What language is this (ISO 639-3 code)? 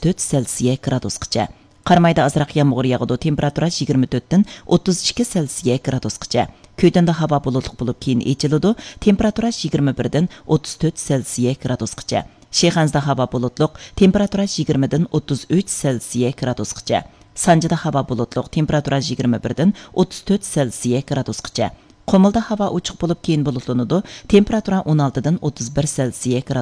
uig